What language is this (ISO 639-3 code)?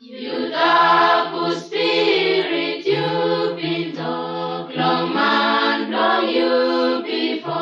bis